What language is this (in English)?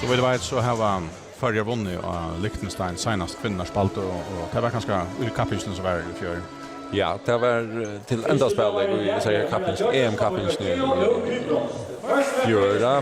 Faroese